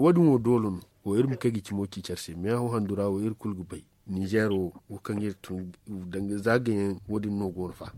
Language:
Zarma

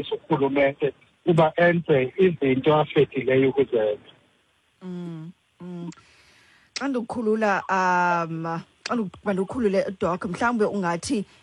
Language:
Xhosa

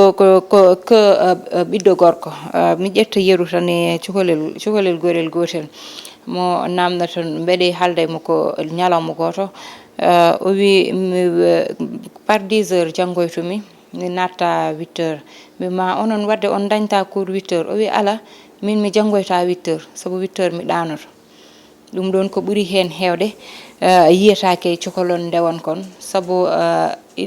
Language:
Fula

